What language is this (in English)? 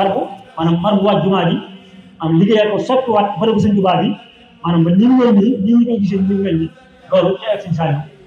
Wolof